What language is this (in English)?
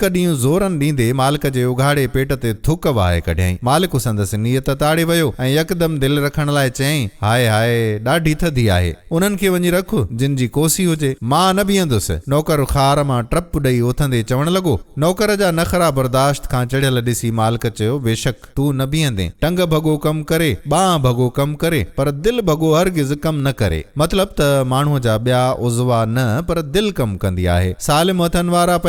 Sindhi